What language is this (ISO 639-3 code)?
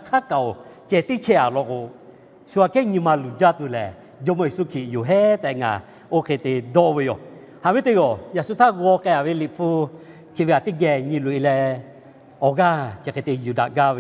lhu